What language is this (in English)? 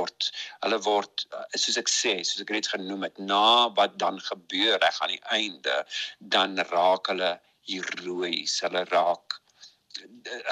Afrikaans